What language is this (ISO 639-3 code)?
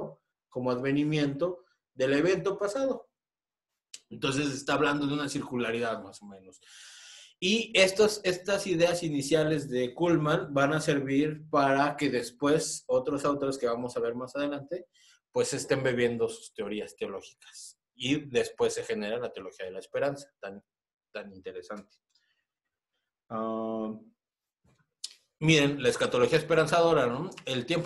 spa